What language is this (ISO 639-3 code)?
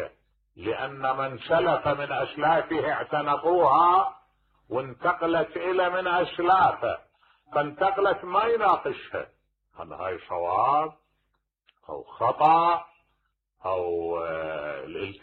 acm